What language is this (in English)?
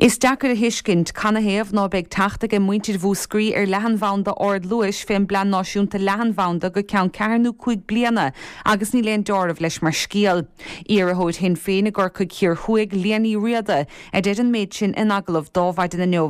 Irish